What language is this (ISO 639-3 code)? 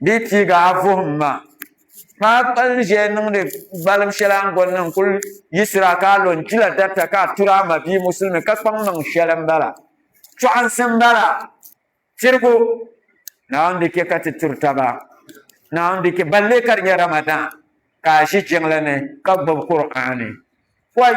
dag